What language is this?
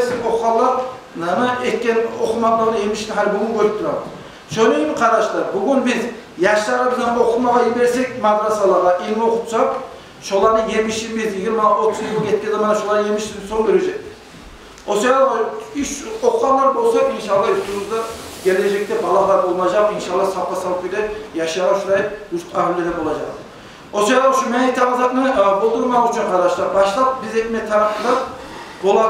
Kumyk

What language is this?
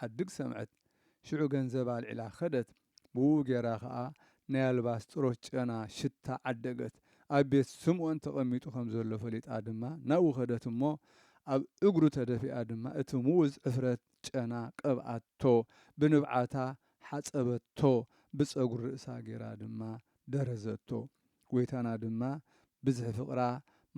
Tigrinya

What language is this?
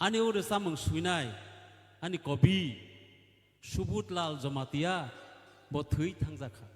Kok Borok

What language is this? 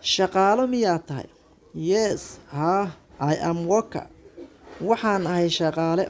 Somali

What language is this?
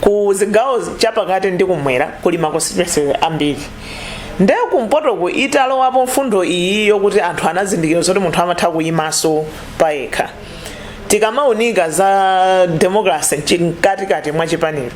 Nyanja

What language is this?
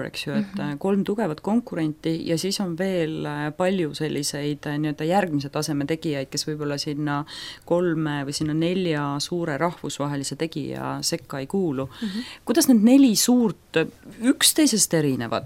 Estonian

